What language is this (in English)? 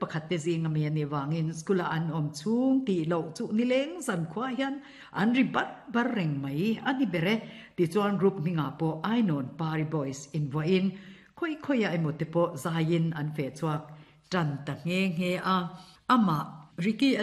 Mizo